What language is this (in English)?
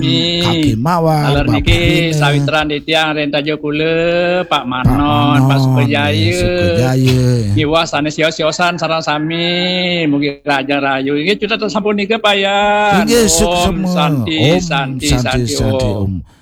Balinese